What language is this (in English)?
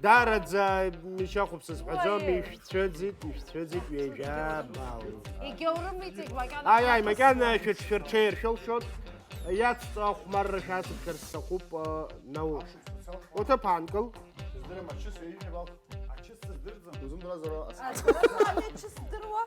Abkhazian